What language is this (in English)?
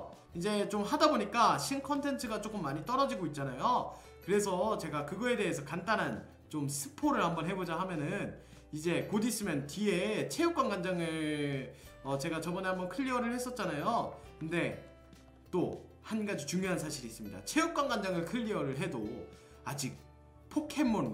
Korean